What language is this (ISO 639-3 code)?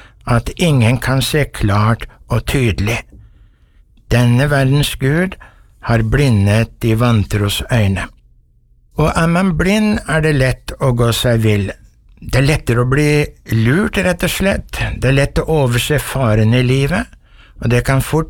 nor